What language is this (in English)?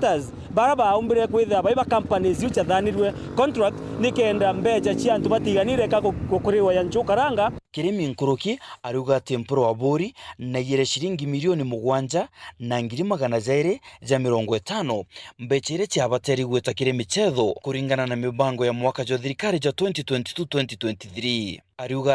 Meru